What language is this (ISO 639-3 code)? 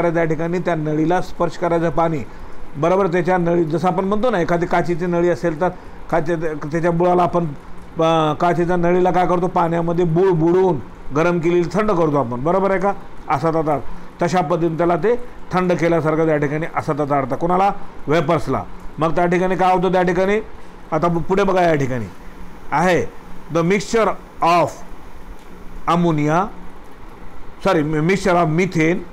mar